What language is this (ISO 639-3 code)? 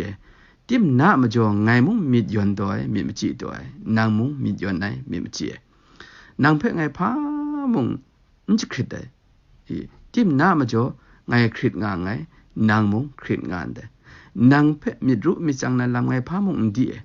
kac